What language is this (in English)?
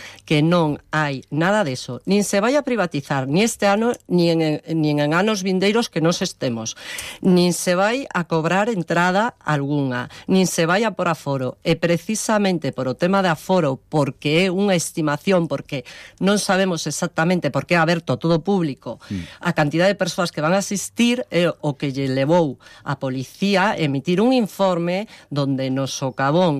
Galician